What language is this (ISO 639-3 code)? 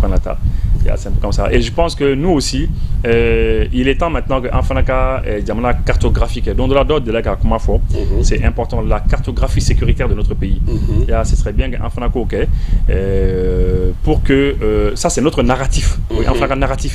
bam